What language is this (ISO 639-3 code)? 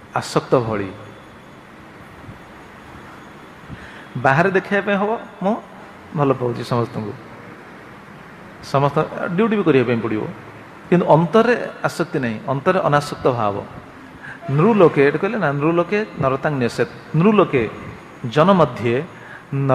ori